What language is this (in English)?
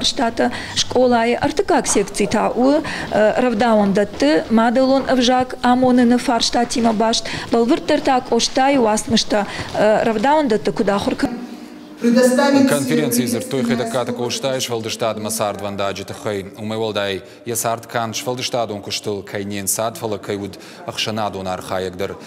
Ossetic